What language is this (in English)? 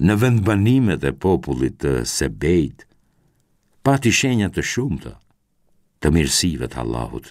Albanian